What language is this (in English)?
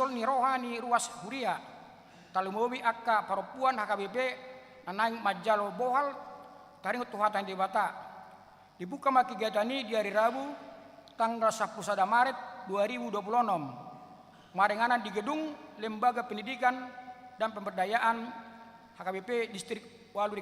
Batak Toba